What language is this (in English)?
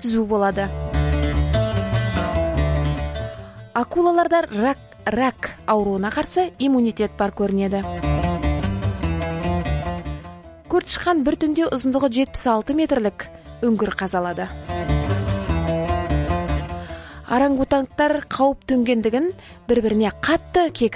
Kazakh